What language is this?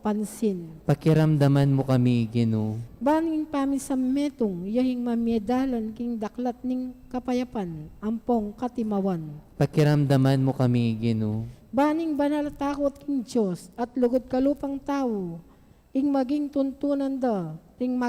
Pampanga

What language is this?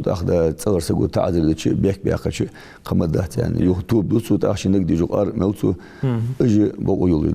Ingush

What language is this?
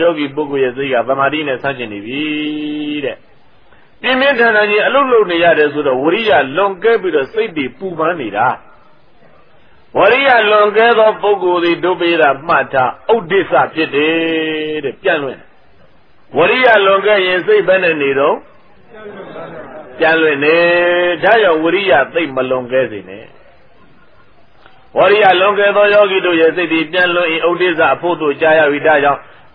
Burmese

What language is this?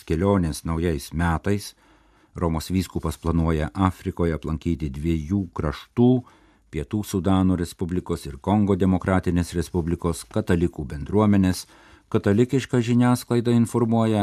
Lithuanian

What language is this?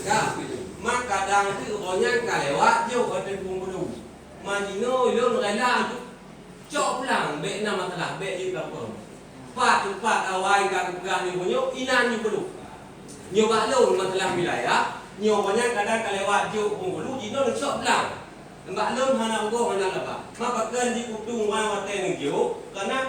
Achinese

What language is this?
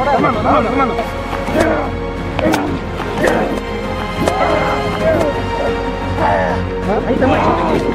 Spanish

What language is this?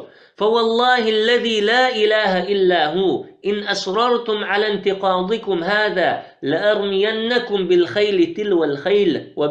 Chechen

